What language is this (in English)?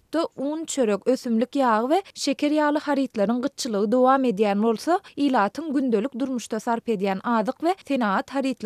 Turkmen